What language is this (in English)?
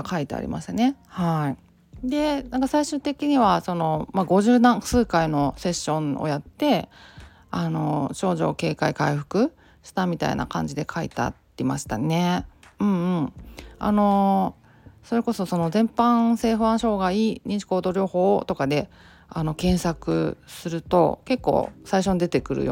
Japanese